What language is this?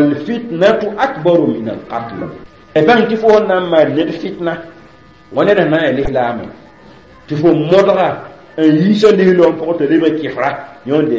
Mossi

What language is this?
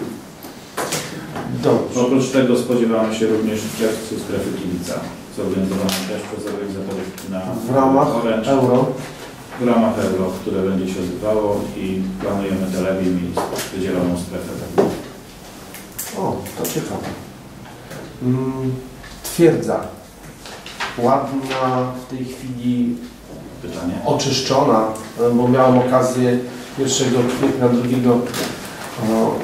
Polish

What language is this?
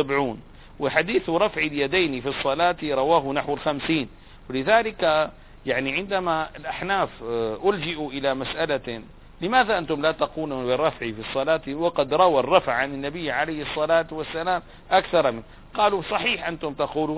Arabic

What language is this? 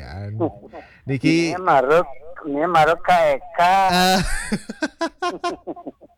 Balinese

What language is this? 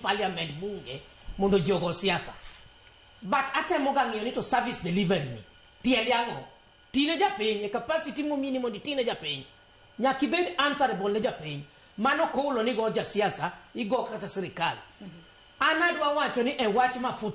Luo (Kenya and Tanzania)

